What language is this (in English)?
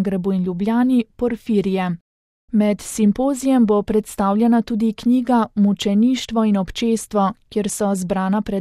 Slovenian